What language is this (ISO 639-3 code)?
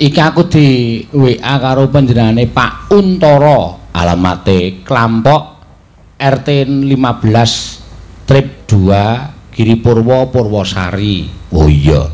jav